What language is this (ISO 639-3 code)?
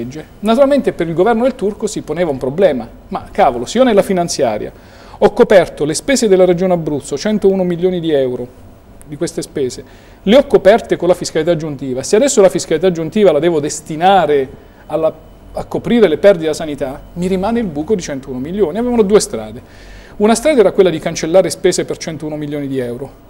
ita